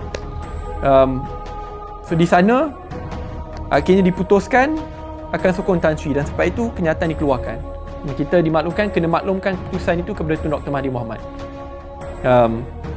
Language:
Malay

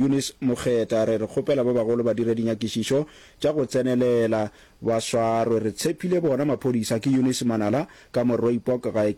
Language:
Northern Sotho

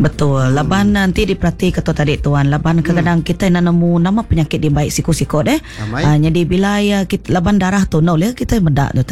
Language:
Iban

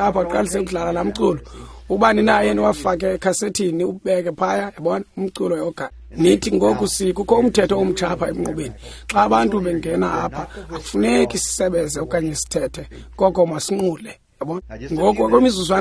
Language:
Xhosa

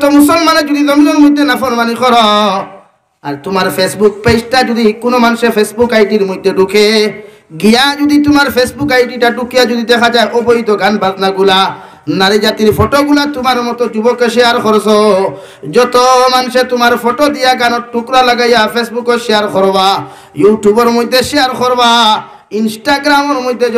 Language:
Sylheti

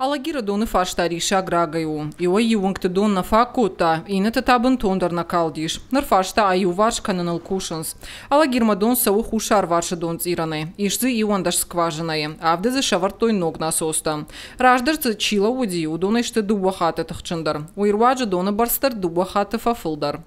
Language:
Ossetic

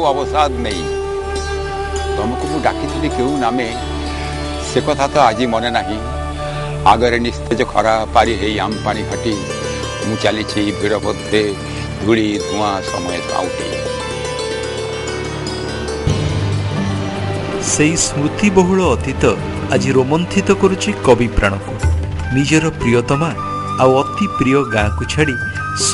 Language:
Odia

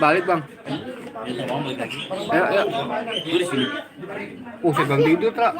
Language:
Betawi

